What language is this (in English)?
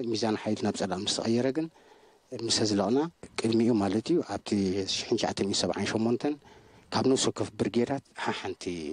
Tigrinya